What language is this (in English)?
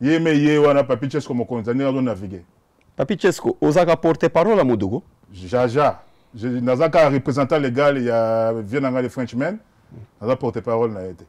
Lingala